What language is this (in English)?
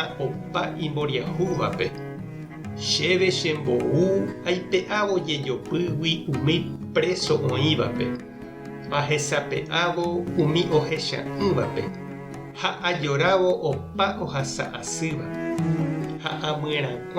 Guarani